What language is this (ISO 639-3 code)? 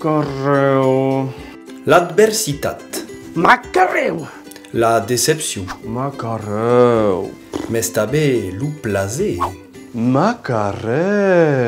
oci